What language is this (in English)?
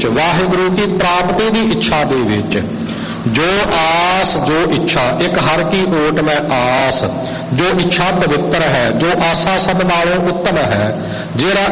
Punjabi